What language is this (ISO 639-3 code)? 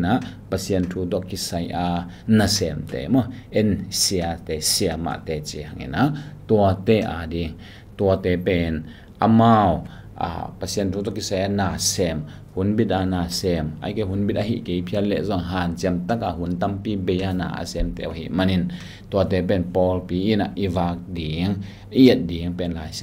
ctd